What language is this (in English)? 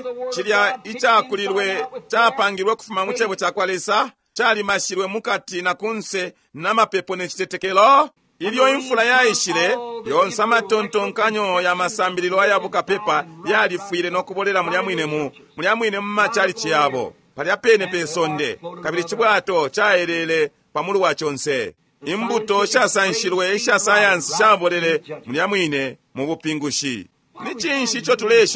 Bemba